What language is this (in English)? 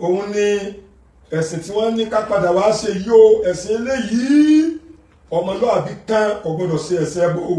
Yoruba